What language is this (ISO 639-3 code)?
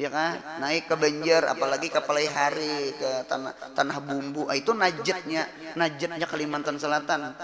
bjn